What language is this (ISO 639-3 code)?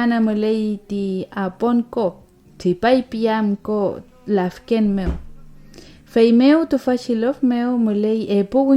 arn